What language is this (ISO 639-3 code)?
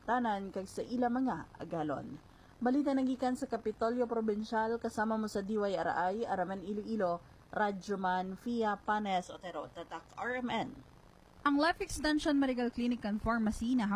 hil